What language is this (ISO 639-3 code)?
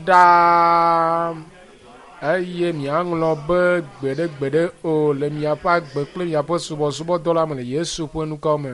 ewe